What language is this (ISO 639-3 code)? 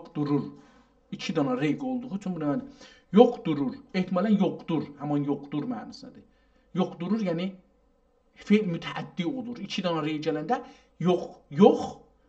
azb